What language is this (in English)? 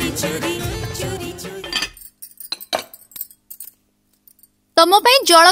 Odia